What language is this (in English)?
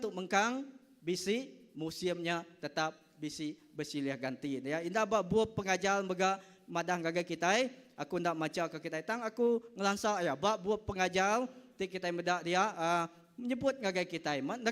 Iban